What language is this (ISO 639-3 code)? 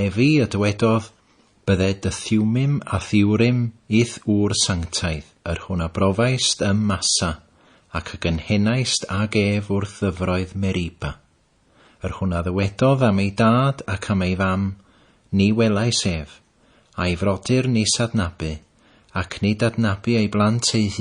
cym